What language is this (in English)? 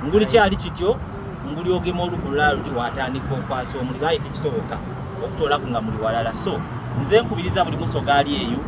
Soga